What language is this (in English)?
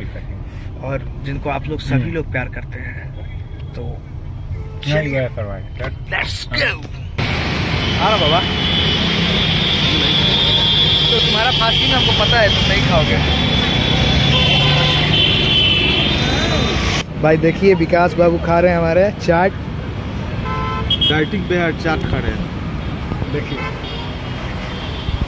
Hindi